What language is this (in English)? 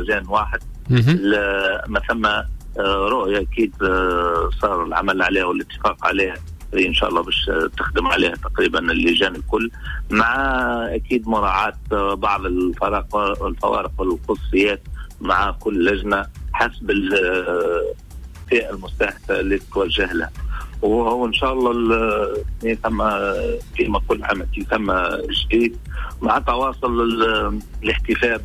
Tunisian Arabic